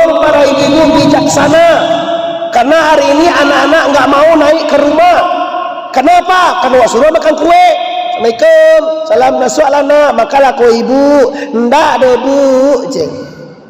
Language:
Minangkabau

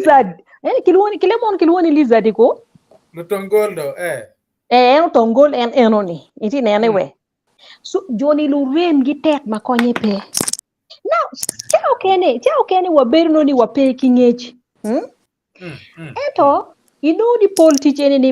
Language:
Acoli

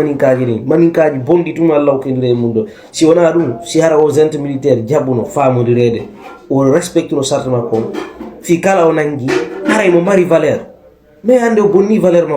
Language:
Fula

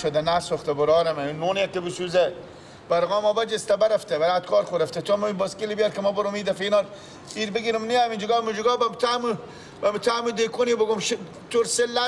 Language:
Persian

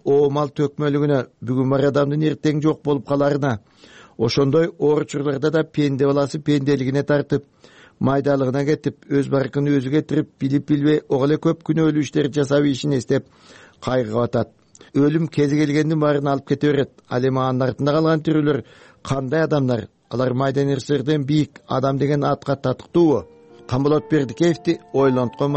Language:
Kyrgyz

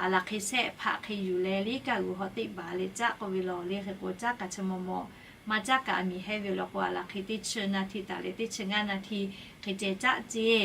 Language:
Lahu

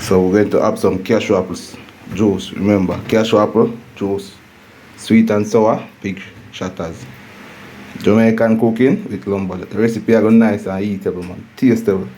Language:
Jamaican Creole English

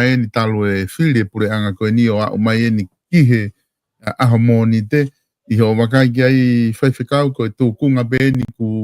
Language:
Tongan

